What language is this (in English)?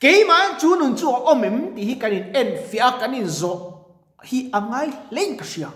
Mizo